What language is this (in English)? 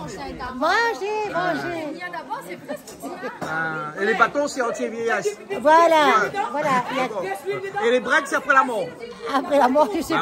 Réunion Creole French